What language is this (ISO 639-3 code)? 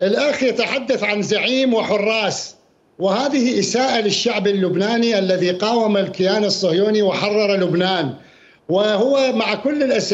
acm